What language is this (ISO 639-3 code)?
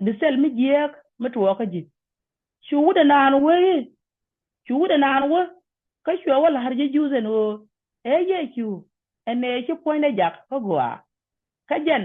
nus